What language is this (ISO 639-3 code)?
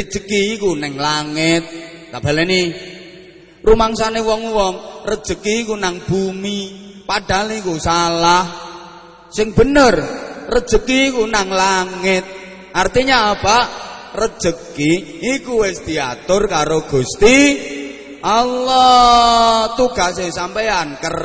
jav